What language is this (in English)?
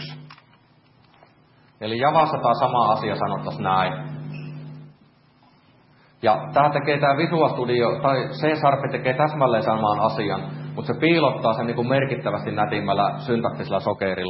Finnish